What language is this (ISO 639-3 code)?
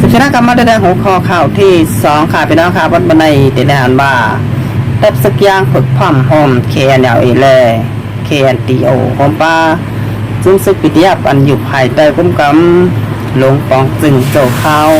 shn